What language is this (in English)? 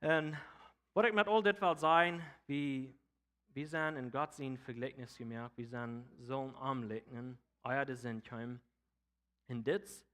Plautdietsch